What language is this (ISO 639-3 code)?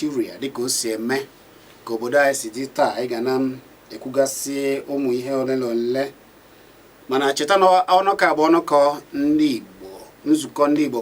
ibo